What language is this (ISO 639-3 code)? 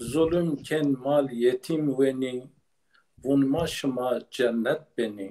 zza